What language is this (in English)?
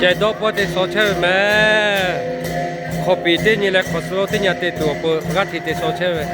Lahu